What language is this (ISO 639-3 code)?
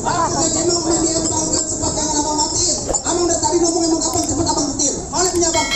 bew